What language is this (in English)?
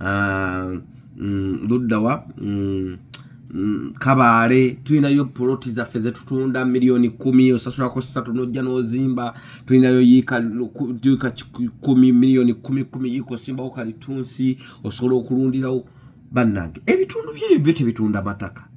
Ganda